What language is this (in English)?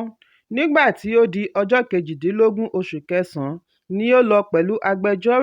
Yoruba